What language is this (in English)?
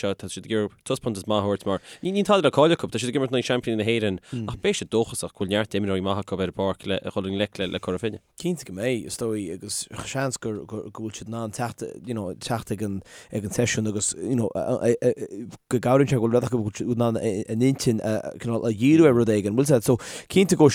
Irish